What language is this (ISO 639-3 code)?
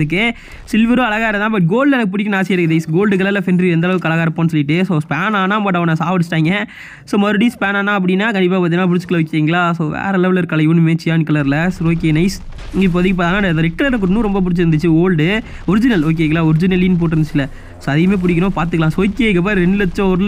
tam